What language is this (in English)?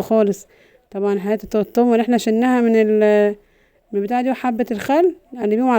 Egyptian Arabic